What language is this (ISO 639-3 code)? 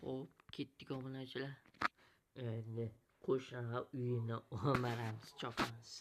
uzb